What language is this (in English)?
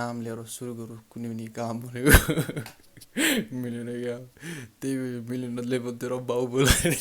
Nepali